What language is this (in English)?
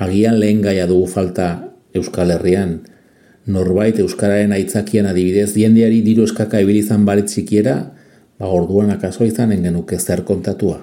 Basque